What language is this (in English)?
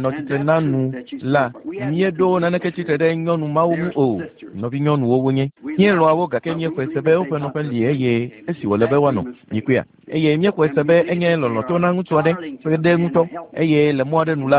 Ewe